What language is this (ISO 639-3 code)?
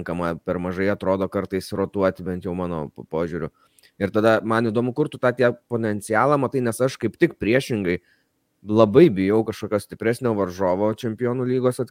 lit